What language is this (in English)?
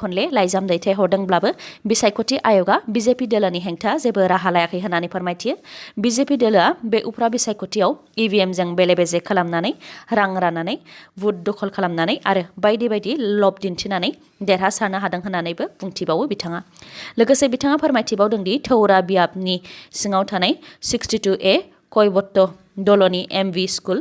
Bodo